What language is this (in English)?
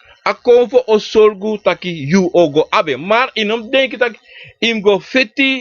Sranan Tongo